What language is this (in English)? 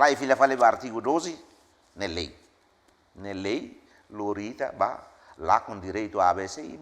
Tetum